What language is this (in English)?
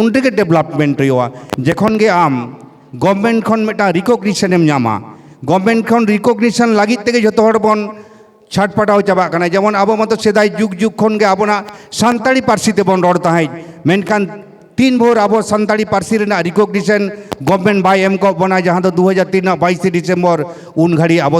Santali